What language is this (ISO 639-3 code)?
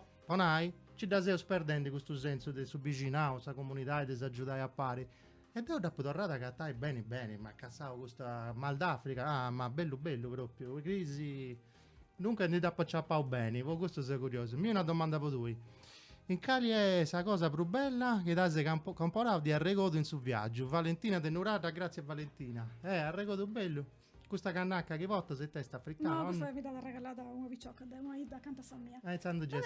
srd